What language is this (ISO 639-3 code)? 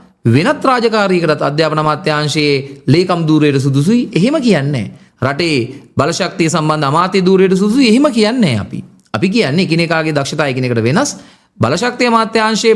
sin